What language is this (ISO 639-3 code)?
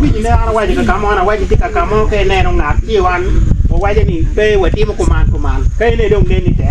ach